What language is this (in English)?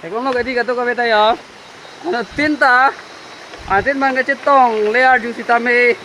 Karbi